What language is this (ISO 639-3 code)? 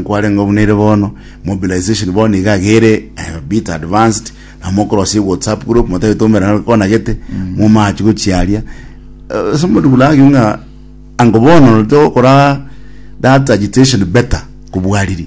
guz